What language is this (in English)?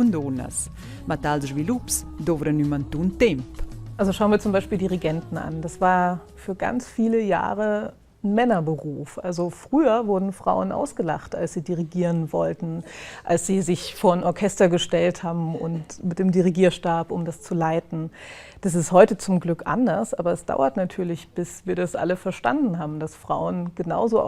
Romansh